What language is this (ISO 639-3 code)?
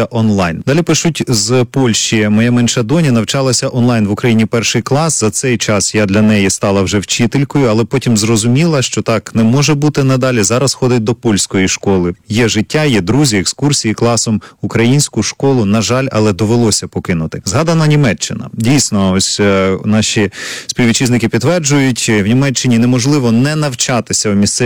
ukr